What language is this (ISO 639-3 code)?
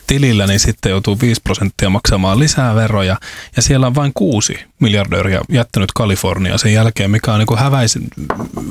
fin